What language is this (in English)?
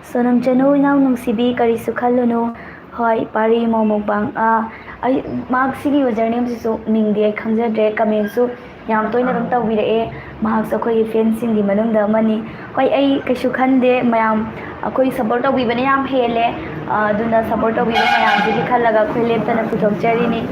Manipuri